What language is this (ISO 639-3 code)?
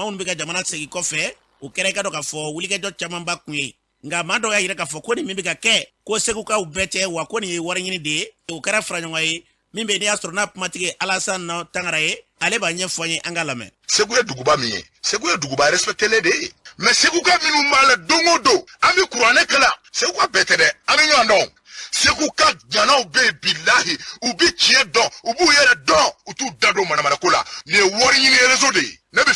bam